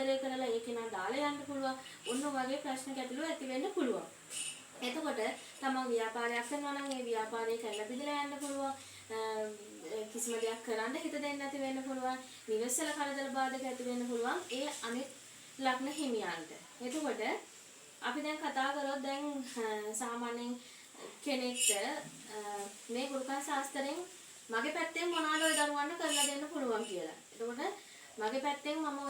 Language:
Sinhala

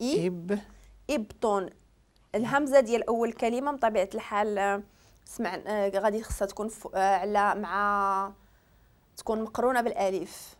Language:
Moroccan Arabic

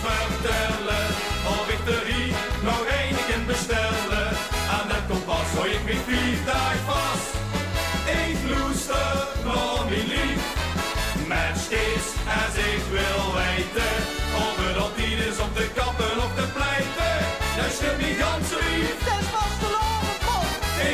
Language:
Limburgish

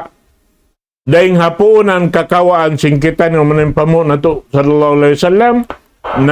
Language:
Tausug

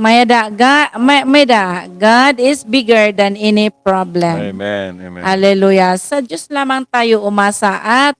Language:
Waray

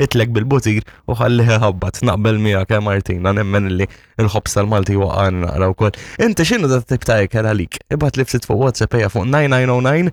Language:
Maltese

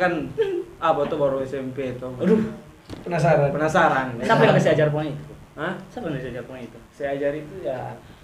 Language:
Manado Malay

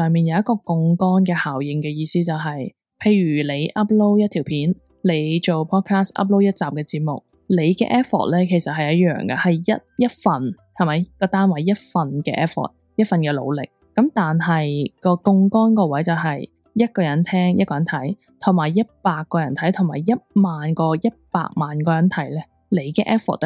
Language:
Cantonese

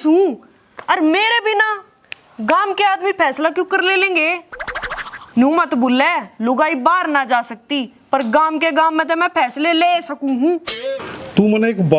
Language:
Haryanvi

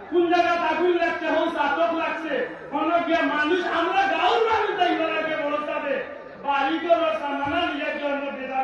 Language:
Sylheti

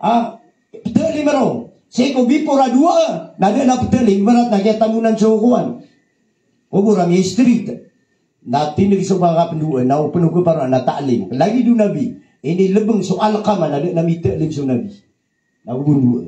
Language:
Maranao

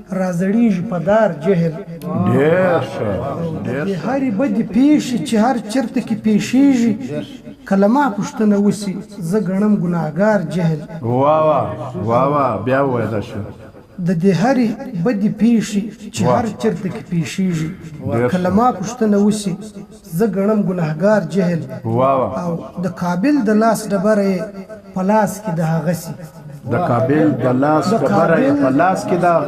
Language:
Pashto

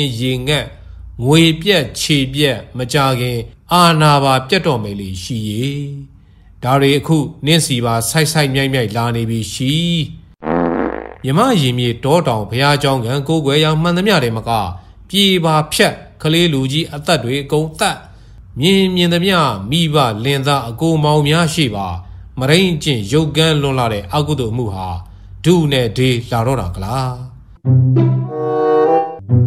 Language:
Burmese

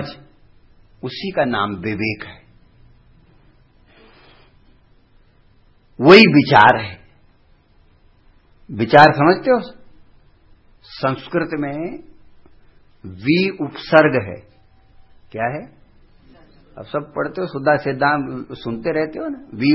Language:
Hindi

